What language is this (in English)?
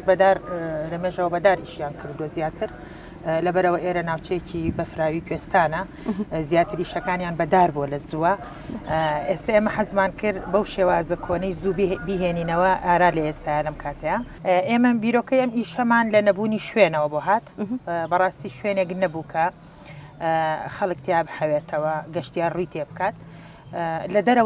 Central Kurdish